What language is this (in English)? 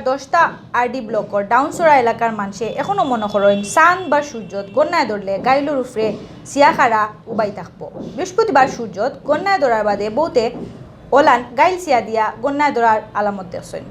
Sylheti